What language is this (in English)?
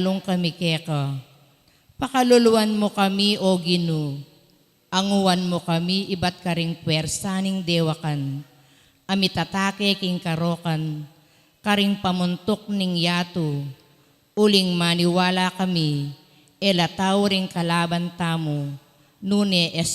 Pampanga